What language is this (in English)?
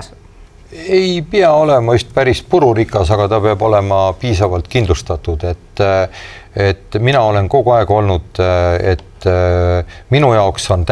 Estonian